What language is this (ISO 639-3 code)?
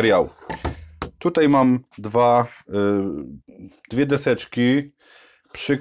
pol